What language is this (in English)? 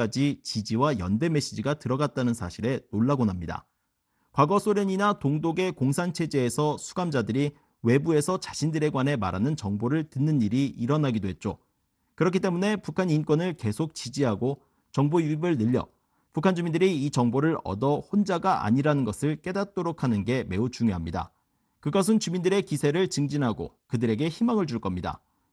Korean